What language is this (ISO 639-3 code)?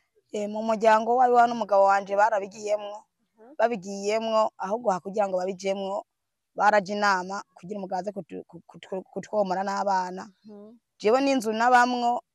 run